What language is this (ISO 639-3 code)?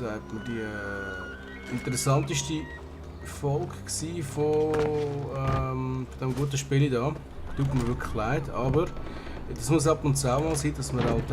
gsw